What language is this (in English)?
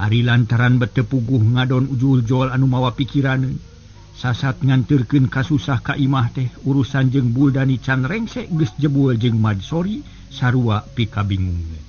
Sundanese